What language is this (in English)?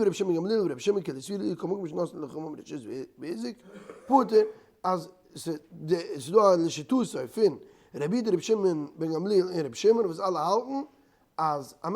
Yiddish